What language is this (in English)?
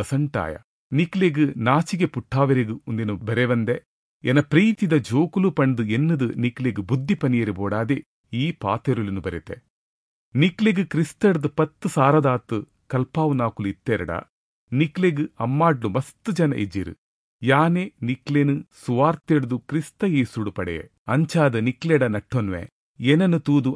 Tulu